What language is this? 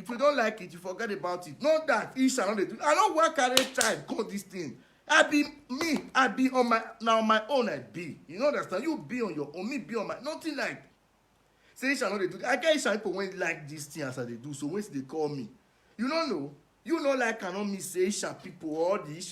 Nigerian Pidgin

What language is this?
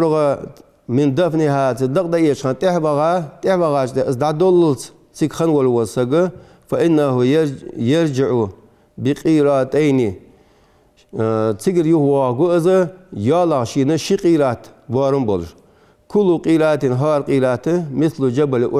Ingush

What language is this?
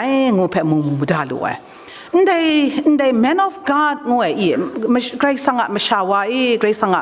Kachin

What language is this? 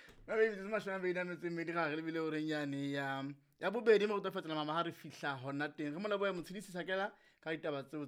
Southern Sotho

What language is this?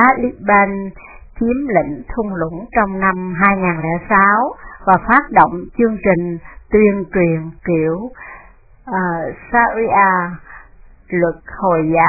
Vietnamese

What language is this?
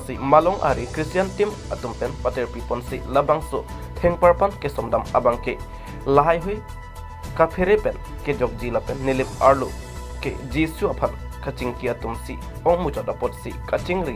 Karbi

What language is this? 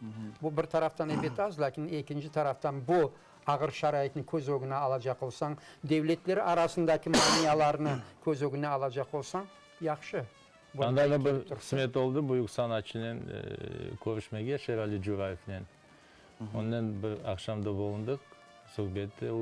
Crimean Tatar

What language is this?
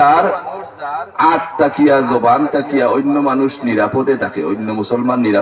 Sylheti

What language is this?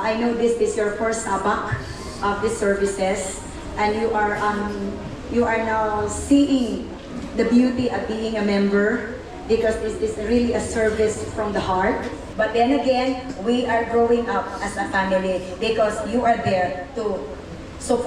Waray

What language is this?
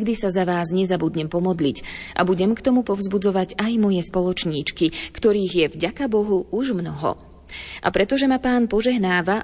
Slovak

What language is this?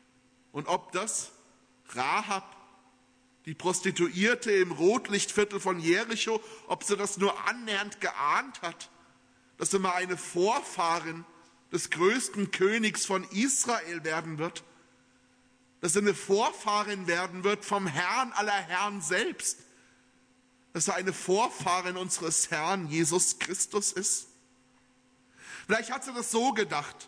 German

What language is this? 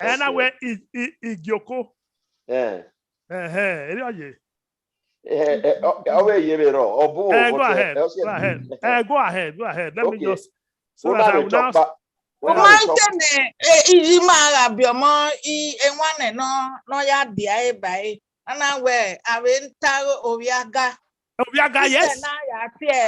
Bini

